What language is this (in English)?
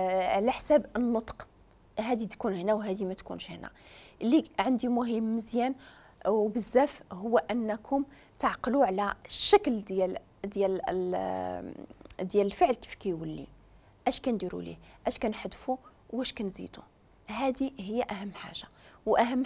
Moroccan Arabic